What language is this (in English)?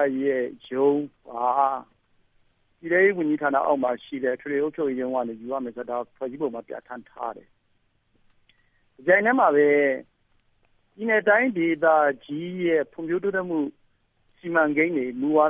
Burmese